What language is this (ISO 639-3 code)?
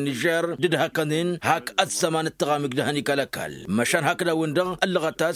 taq